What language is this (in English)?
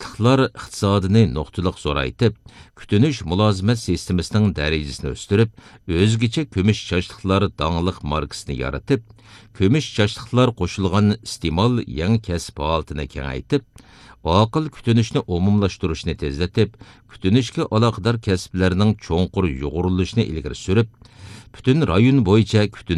Uyghur